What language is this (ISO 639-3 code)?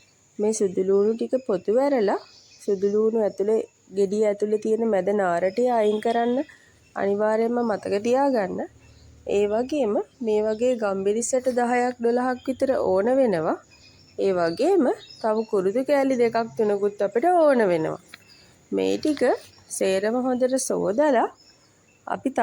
sin